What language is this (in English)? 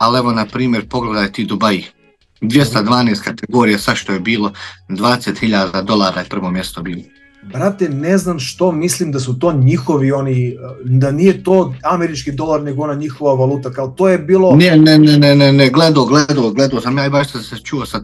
Croatian